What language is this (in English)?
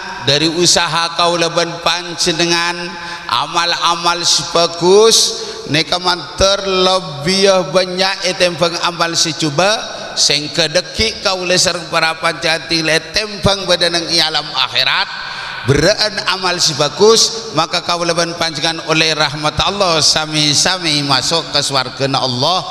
Madurese